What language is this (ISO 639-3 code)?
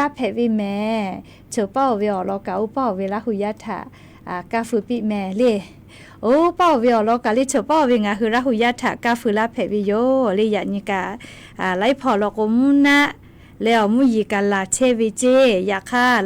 lhu